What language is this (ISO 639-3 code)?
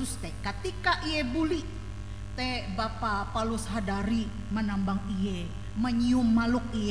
nij